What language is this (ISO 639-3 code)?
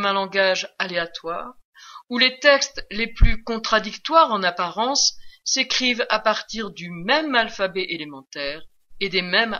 fra